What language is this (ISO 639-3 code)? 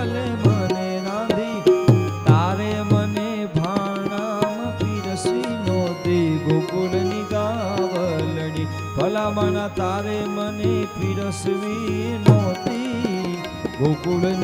guj